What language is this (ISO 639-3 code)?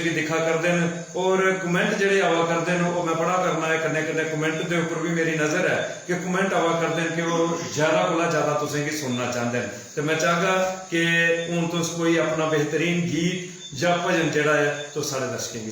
doi